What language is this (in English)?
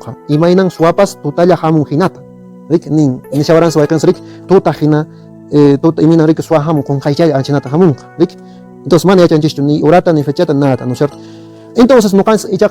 Quechua